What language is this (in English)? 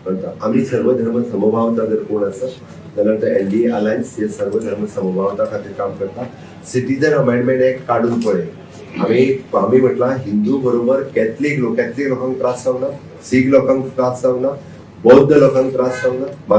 Konkani